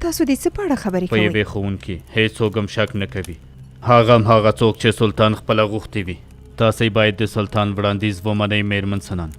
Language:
Pashto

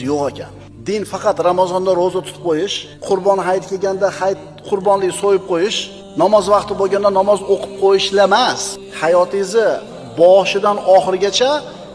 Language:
Uzbek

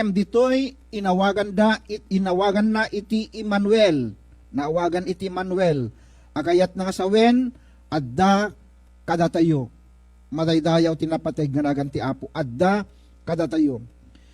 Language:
Iloko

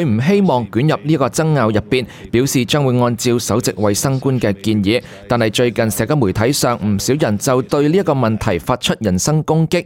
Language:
Cantonese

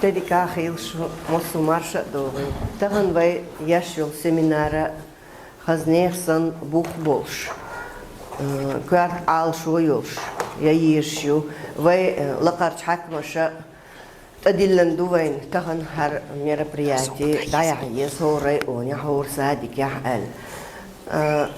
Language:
Chechen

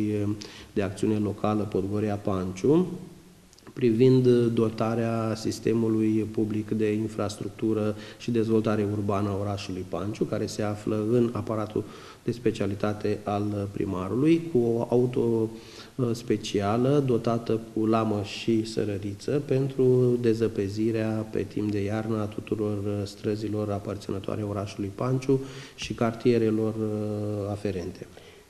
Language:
Romanian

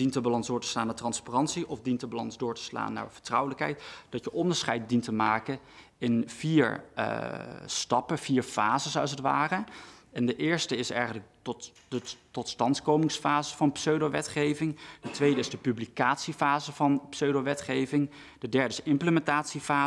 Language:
Dutch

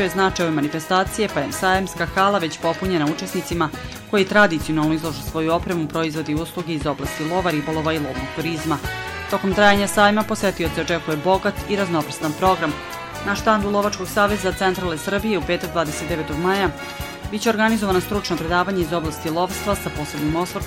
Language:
Serbian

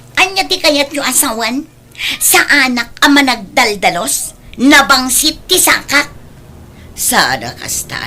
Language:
Iloko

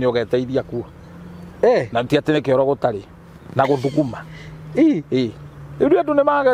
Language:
Kikuyu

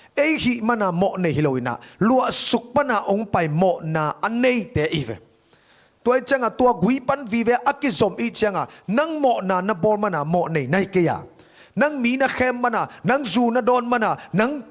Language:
Tedim Chin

